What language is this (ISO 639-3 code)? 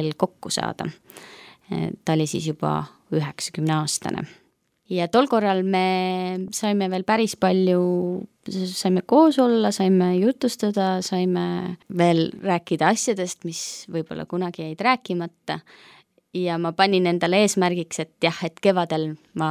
est